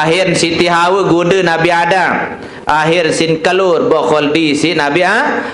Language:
Sasak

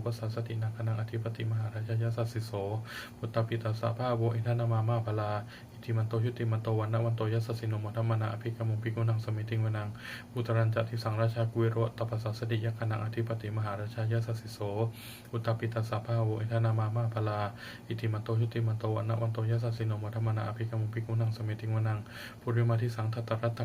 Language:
Pali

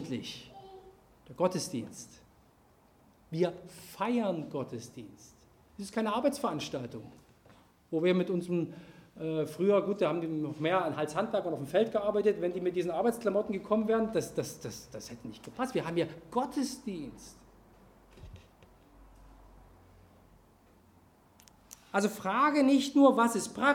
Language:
German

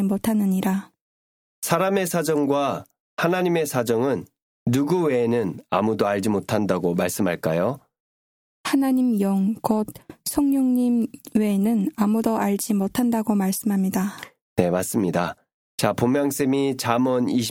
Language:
Korean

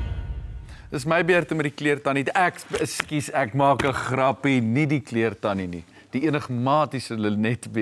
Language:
Afrikaans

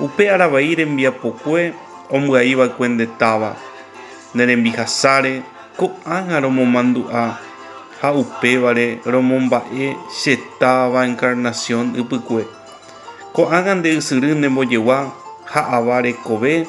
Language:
Guarani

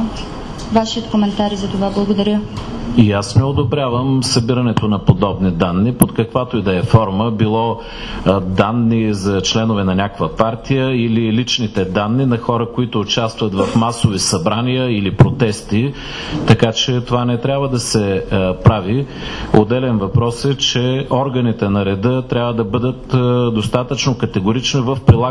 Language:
Bulgarian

